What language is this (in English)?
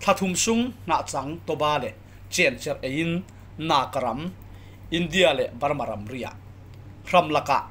Falam Chin